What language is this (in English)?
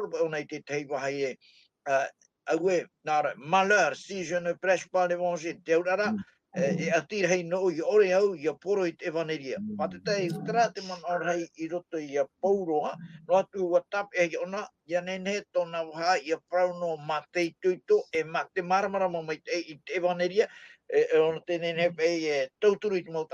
Tahitian